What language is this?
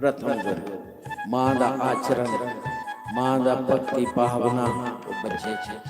Dogri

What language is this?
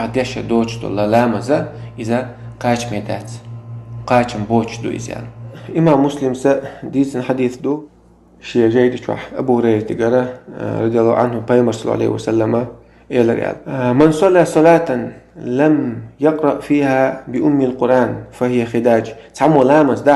Chechen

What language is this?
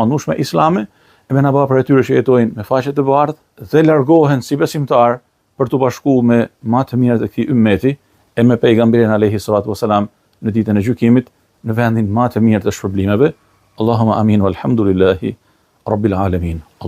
Albanian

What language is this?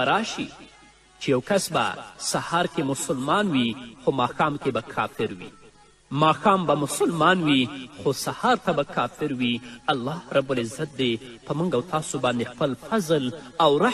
Pashto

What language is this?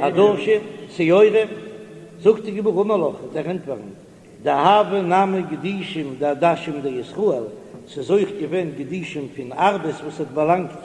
Yiddish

